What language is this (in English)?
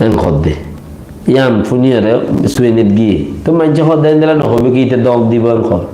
Rohingya